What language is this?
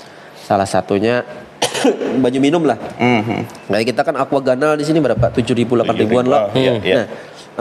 Banjar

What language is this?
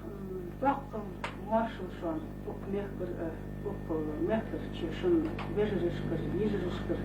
Ingush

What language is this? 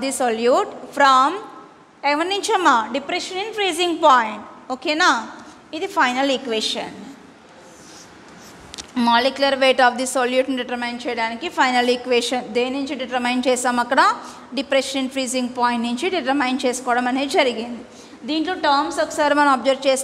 Telugu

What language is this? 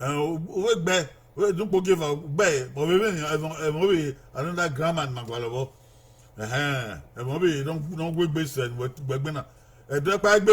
Bini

